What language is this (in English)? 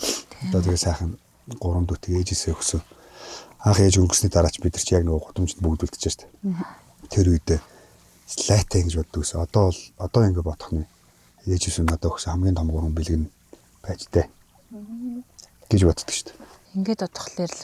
Mongolian